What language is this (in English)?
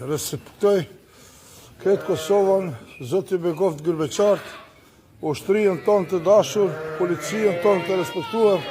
Albanian